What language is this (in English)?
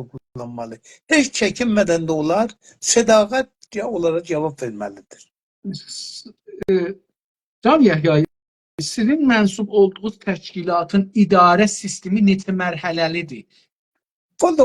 South Azerbaijani